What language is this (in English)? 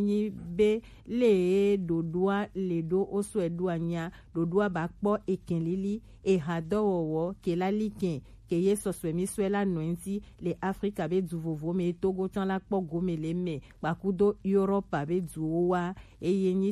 Gen